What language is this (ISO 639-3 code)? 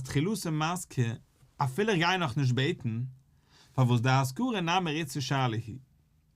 yid